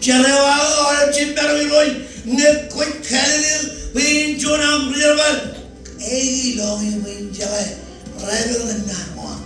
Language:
Marshallese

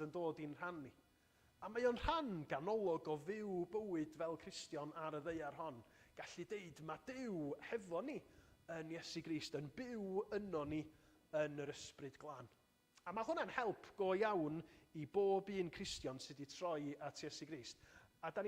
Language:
Welsh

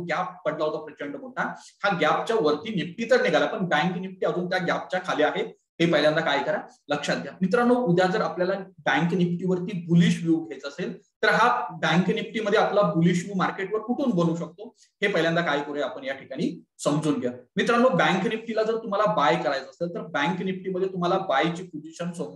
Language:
Marathi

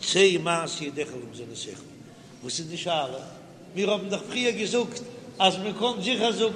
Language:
Yiddish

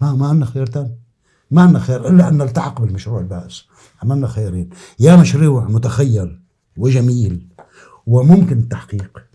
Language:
North Levantine Arabic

